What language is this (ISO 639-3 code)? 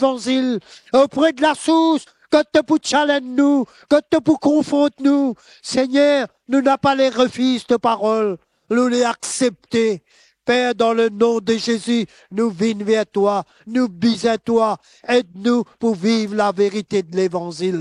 mfe